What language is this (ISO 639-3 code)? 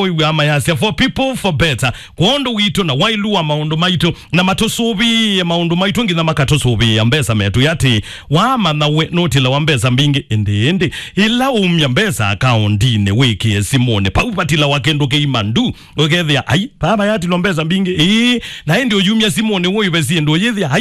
kam